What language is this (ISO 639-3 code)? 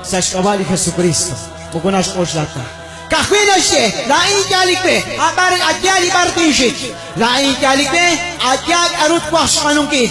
kek